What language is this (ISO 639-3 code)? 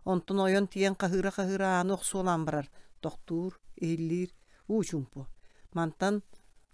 sah